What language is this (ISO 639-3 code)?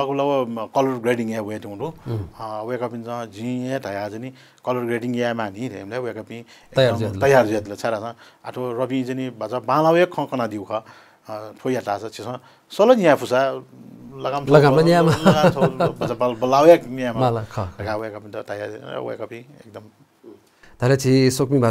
new